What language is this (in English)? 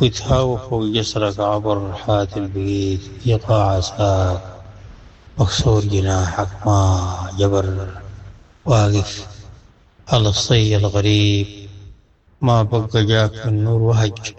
Sudanese Arabic